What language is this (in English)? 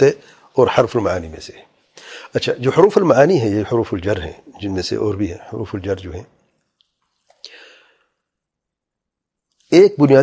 Urdu